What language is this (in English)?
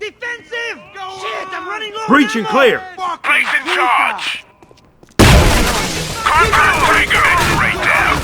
Bavarian